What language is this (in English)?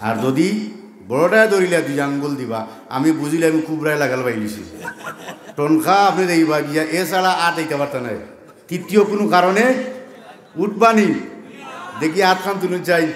Sylheti